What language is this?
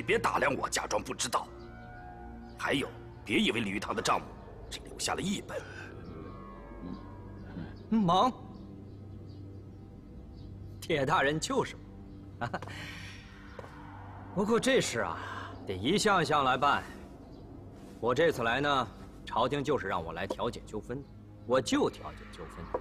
Chinese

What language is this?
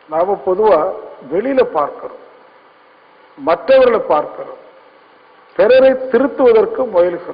Tamil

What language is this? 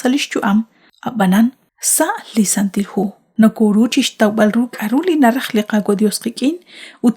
Kekchí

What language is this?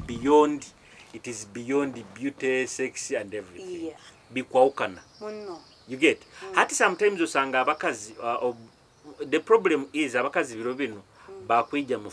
Nyoro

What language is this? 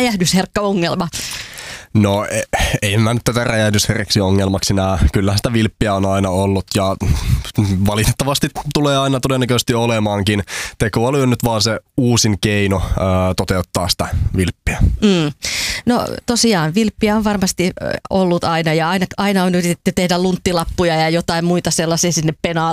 Finnish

